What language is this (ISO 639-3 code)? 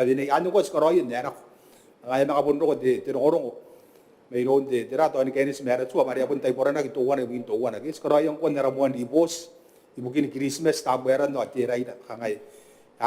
gil